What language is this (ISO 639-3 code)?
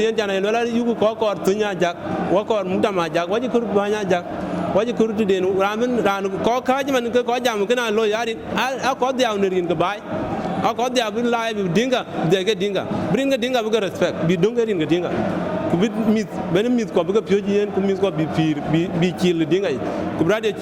din